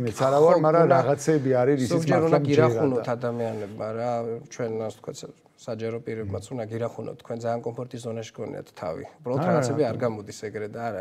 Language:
Georgian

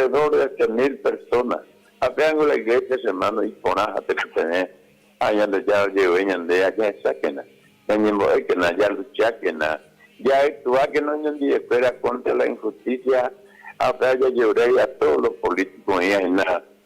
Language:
Guarani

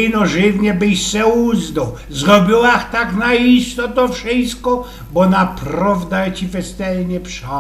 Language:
Silesian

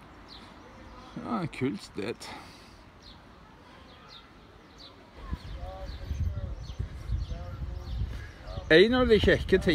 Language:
Norwegian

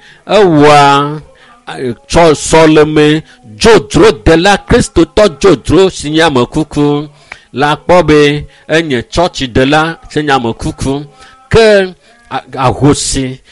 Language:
Ewe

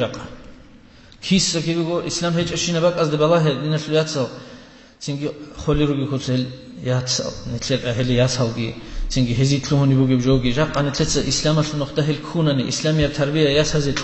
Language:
Avaric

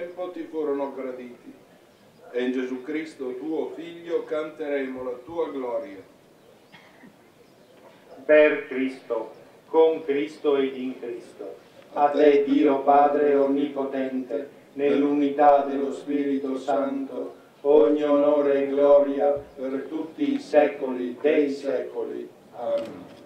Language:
Italian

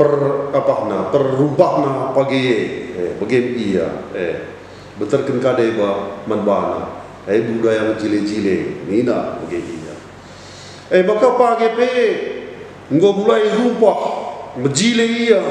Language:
Batak Karo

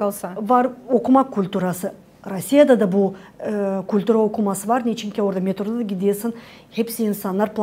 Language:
Gagauz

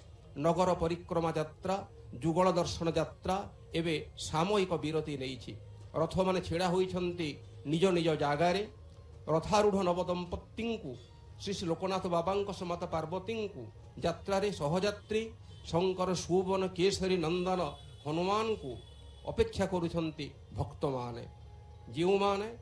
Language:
Odia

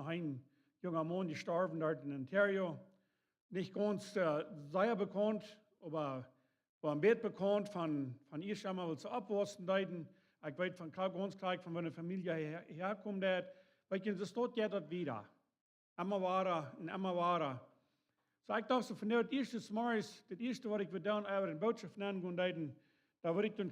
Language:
Plautdietsch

